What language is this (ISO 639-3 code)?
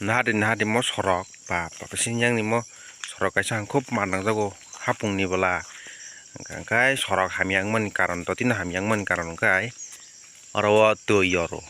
trp